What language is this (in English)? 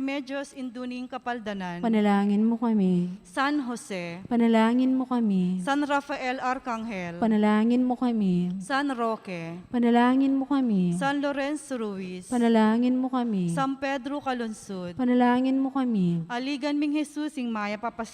Pampanga